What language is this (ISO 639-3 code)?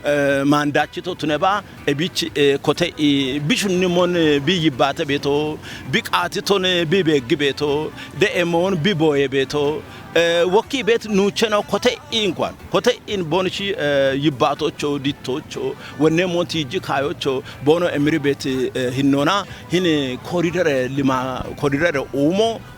kbr